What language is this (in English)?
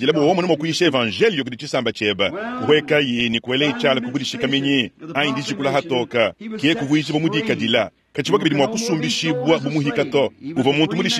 Luba-Lulua